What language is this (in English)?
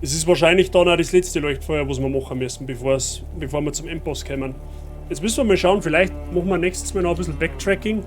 Bavarian